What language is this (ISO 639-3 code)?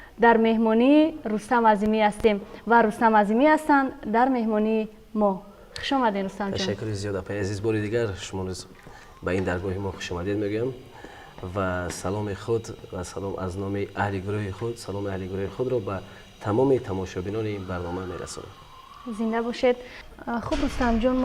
tgk